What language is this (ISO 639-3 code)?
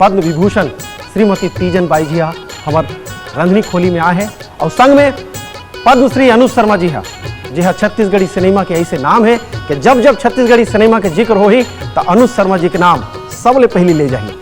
hne